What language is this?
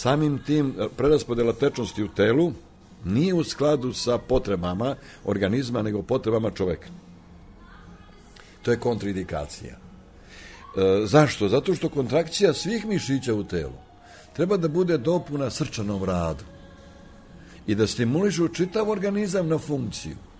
Serbian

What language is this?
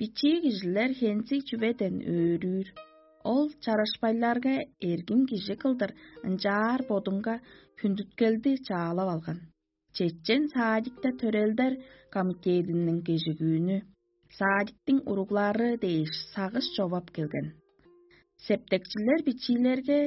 Tuvinian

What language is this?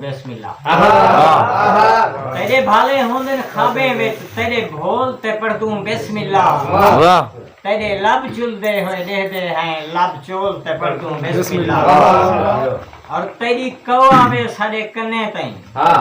Saraiki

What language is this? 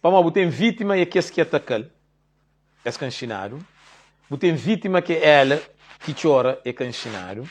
Kabuverdianu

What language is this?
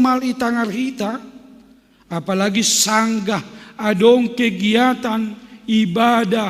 Batak Simalungun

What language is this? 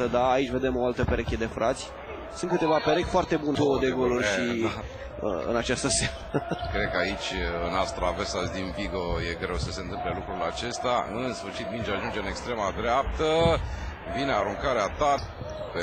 Romanian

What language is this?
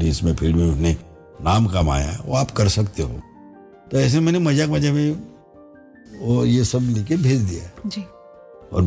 Hindi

